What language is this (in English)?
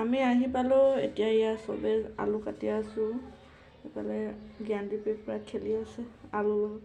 Assamese